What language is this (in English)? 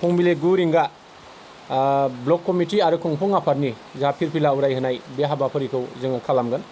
Bodo